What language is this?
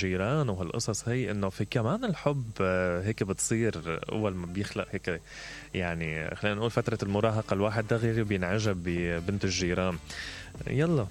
Mesopotamian Arabic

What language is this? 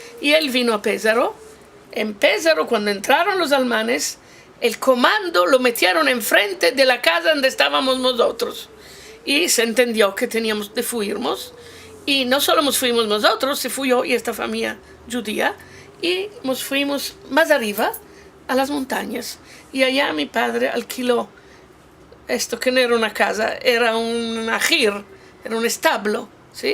Ladino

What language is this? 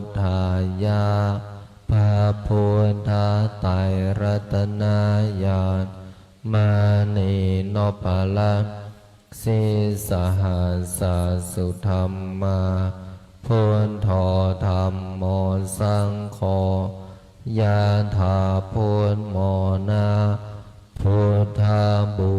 Pali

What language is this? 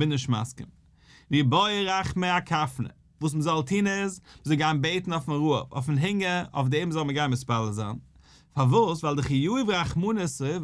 Yiddish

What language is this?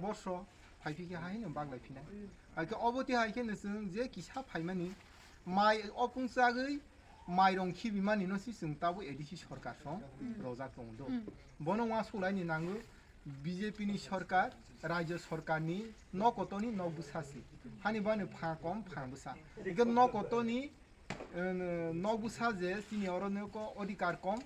Kok Borok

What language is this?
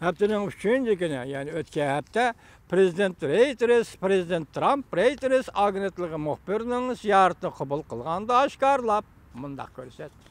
Uyghur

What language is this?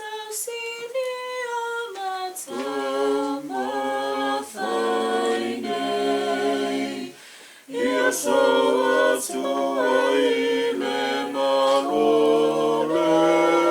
Samoan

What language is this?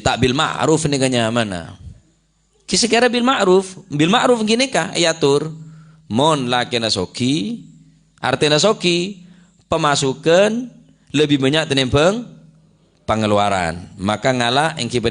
Madurese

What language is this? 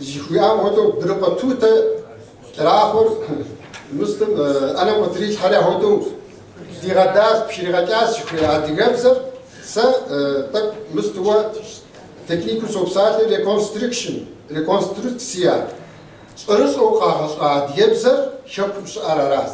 Kabardian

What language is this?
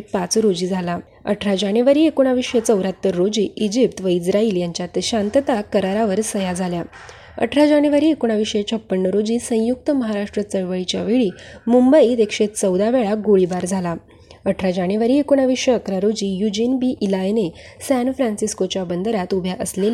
Marathi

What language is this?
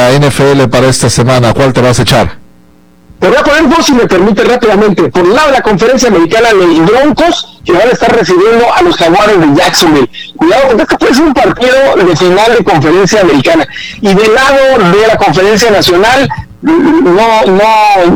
Spanish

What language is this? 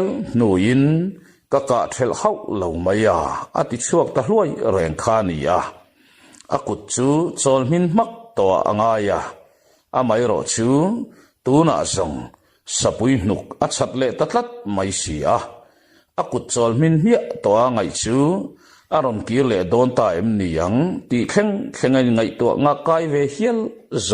Mizo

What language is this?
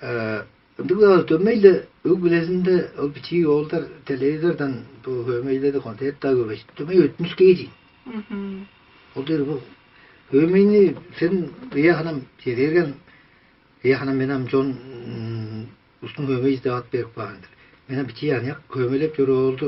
Tuvinian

